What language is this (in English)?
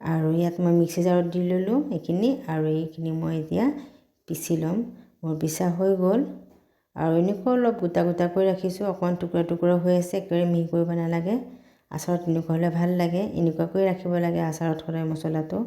Assamese